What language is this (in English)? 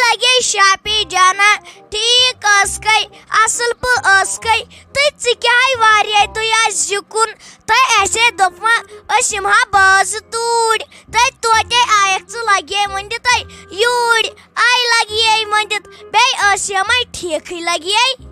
Kashmiri